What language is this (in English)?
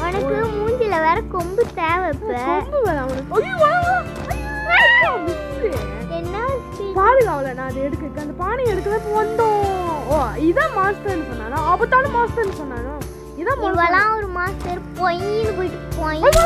Tamil